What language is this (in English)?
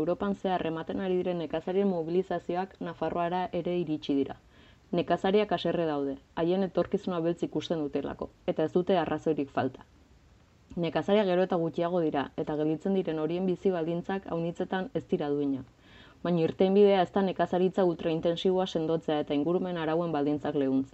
Basque